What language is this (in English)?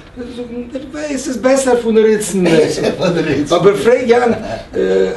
Yiddish